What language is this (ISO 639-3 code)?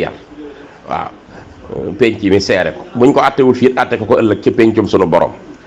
wol